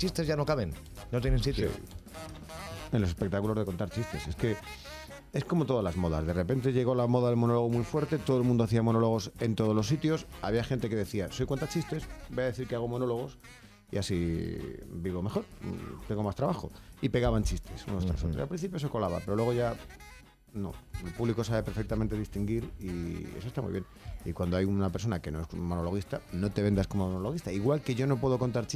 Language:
Spanish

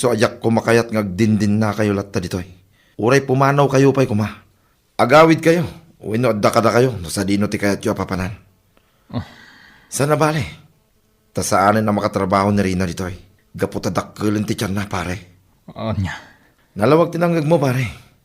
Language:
Iloko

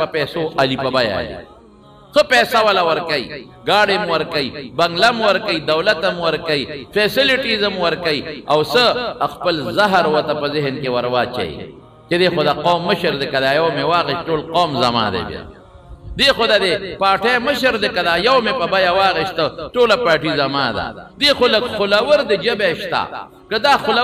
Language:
Pashto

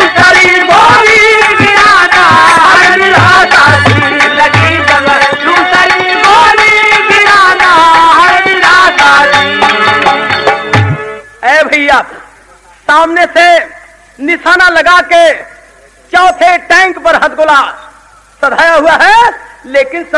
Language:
Bhojpuri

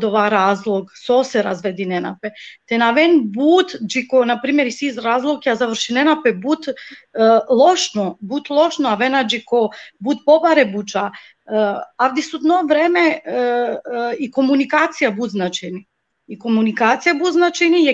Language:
Balkan Romani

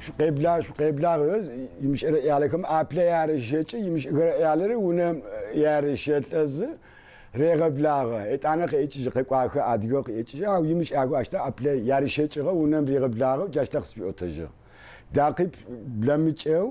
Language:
Adyghe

